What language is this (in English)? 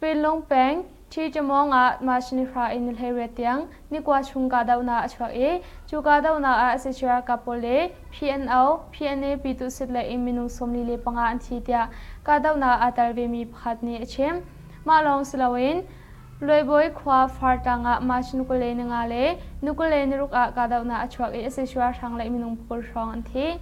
Hakha Chin